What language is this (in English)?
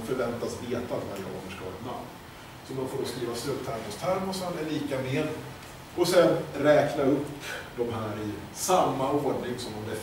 Swedish